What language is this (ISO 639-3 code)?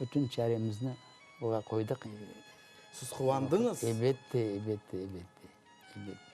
crh